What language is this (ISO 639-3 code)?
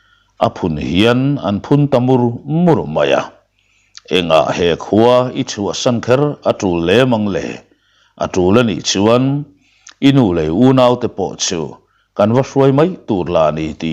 lus